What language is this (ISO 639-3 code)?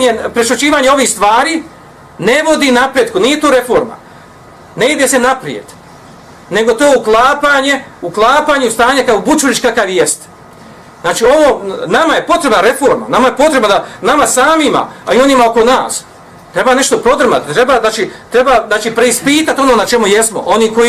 bos